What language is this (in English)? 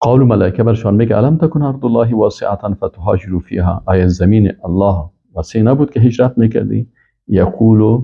Persian